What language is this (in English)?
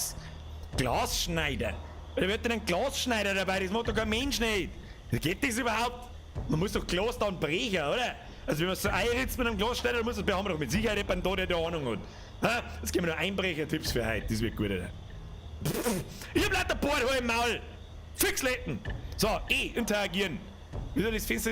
Bavarian